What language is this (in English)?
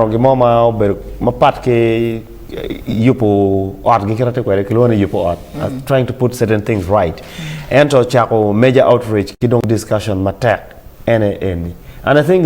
Acoli